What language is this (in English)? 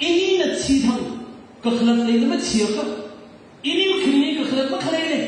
Tangkhul Naga (India)